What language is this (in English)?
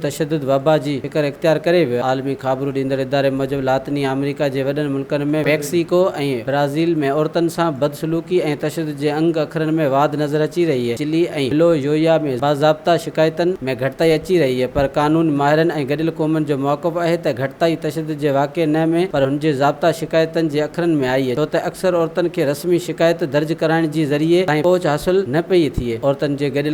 Sindhi